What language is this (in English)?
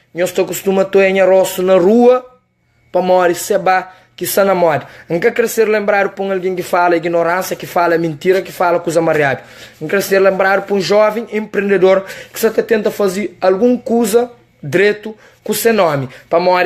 Kabuverdianu